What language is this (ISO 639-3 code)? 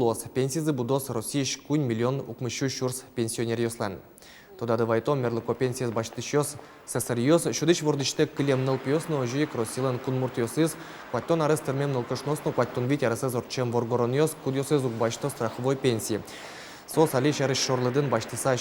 udm